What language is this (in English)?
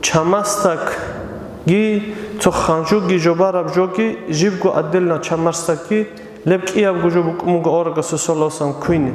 Avaric